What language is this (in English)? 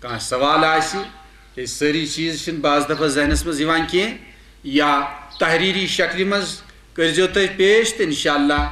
Kashmiri